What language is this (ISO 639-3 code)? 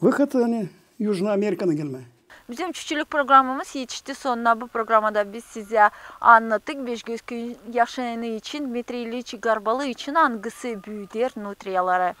gag